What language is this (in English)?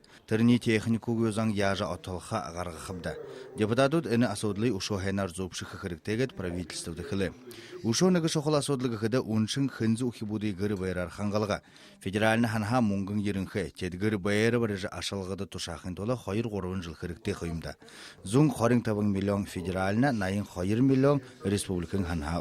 Buriat